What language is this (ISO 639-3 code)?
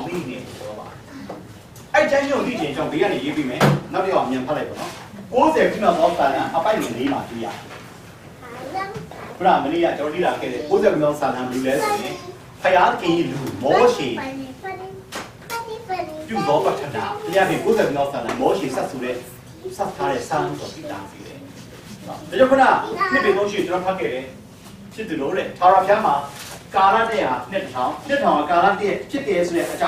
mya